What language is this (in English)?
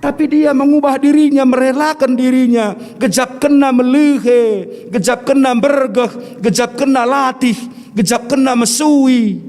Batak Karo